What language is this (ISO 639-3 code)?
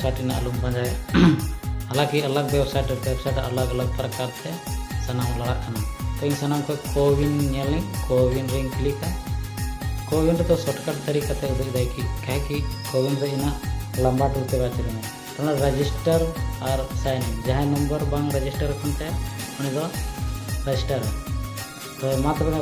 sat